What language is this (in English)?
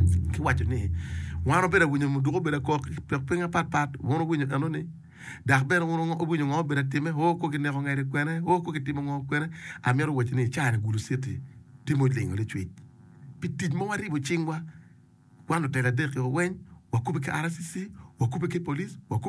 Acoli